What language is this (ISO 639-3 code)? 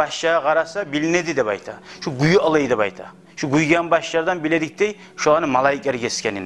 kum